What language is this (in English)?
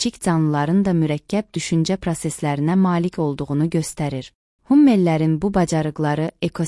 Azerbaijani